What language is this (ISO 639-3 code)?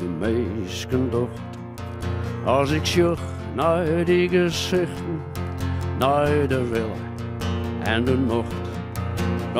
fry